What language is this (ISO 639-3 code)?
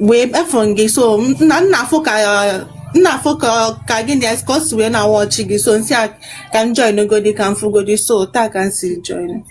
ibo